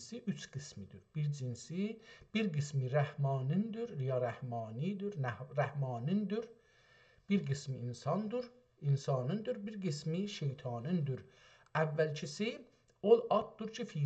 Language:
South Azerbaijani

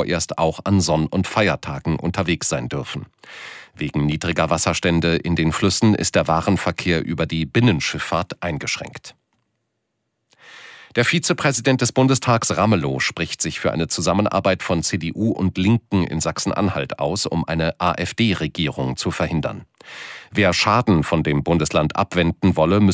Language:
German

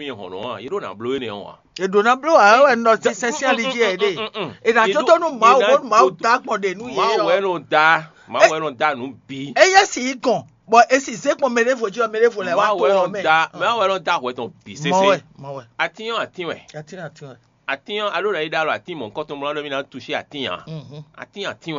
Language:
Fon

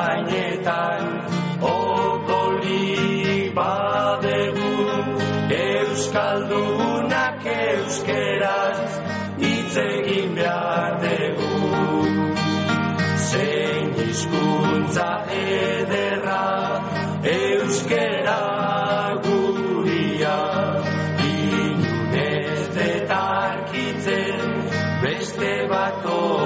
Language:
Basque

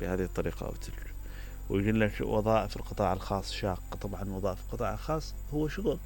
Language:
Mesopotamian Arabic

